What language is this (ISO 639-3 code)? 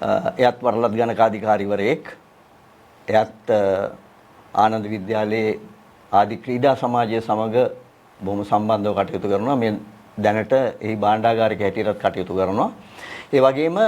sin